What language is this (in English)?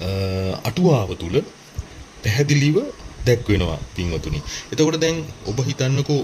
Sinhala